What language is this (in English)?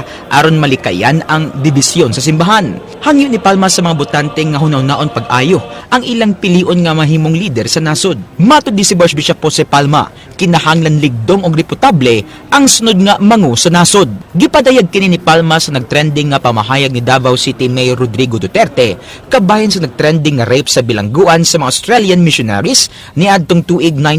Cebuano